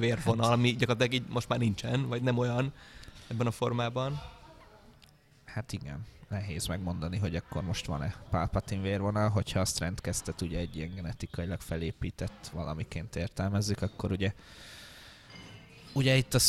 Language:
Hungarian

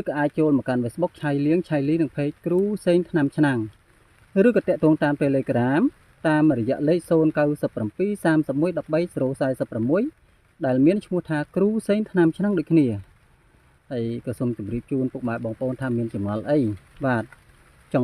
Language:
Khmer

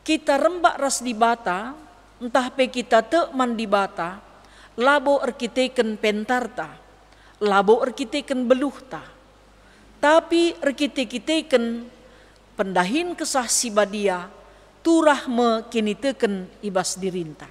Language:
Batak Karo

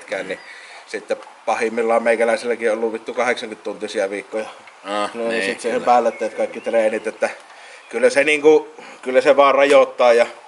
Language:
Finnish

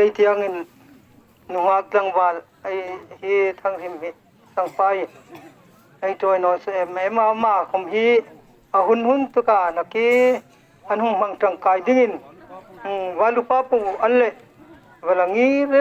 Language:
Hmar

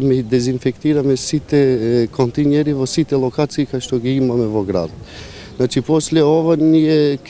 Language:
Macedonian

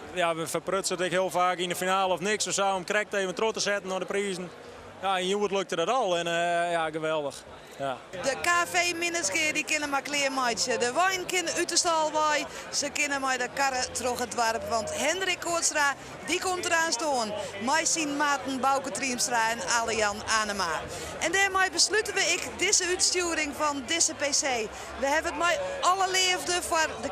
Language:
Western Frisian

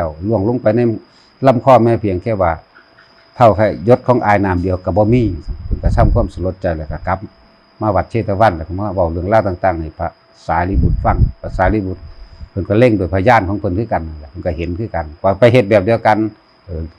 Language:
Northeastern Thai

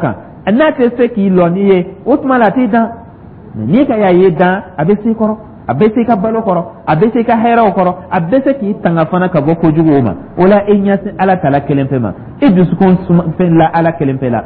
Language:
Dyula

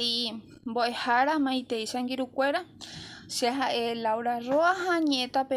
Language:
Guarani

